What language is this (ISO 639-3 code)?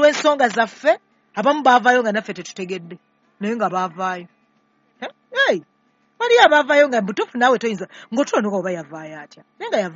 lug